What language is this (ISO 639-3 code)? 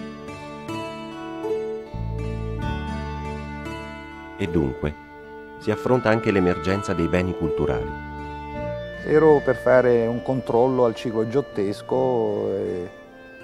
ita